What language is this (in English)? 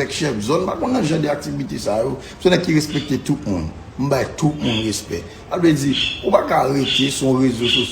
Haitian Creole